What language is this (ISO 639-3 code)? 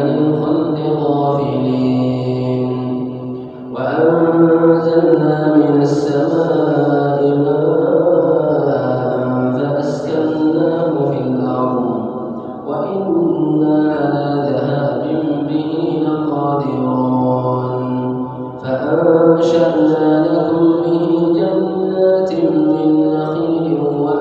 ara